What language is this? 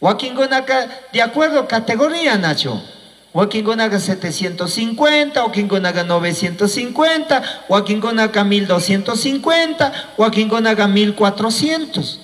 Chimborazo Highland Quichua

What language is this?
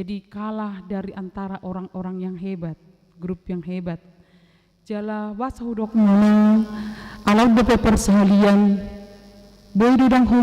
Batak Toba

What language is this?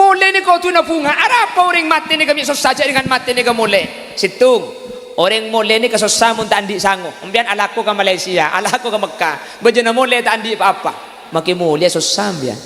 Madurese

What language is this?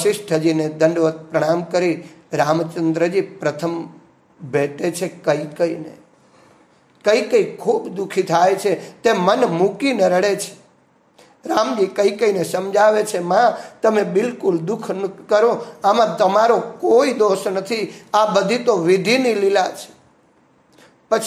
Gujarati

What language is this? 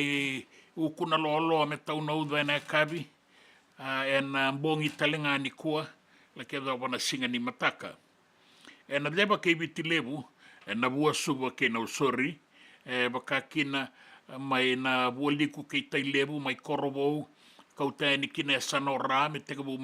Fijian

